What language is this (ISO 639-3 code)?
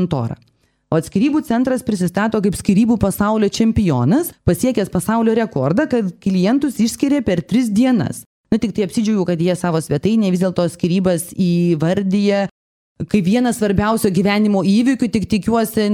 lit